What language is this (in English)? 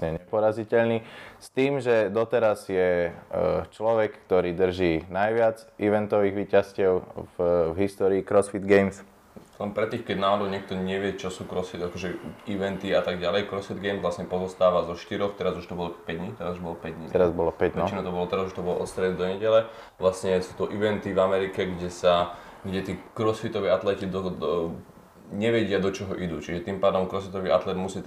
Slovak